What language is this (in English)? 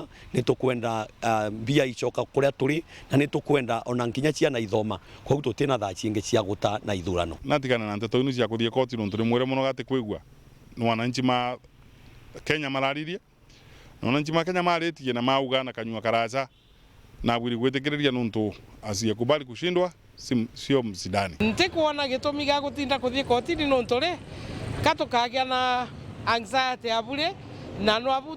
Meru